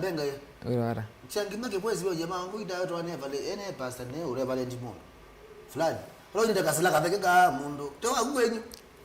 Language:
Kamba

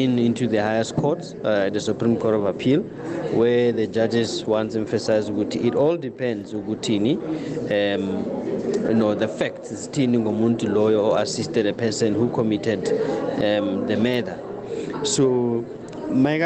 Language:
South Ndebele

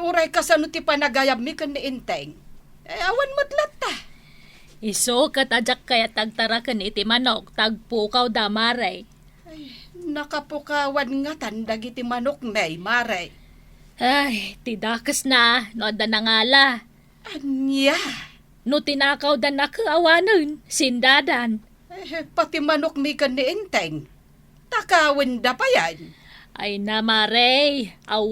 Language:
Iloko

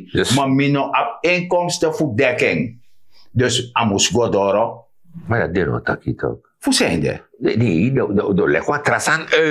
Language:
Sranan Tongo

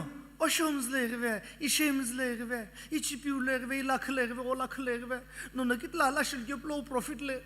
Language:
Sumi Naga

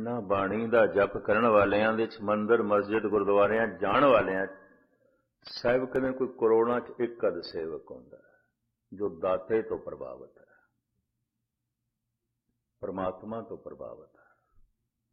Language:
Punjabi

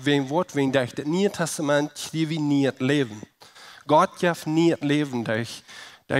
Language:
Plautdietsch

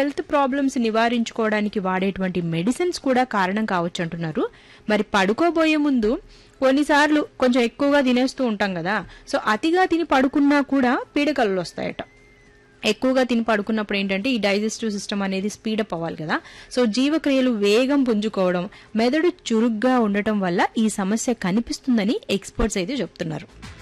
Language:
Telugu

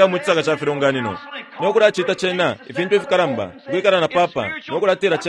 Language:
Bemba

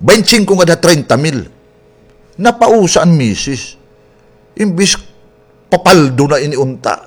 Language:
Waray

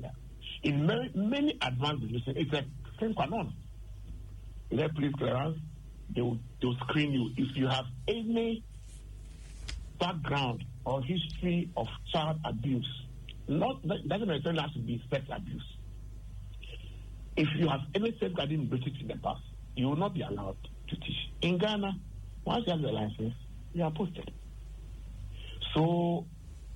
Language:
English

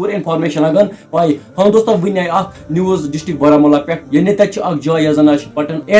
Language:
Kashmiri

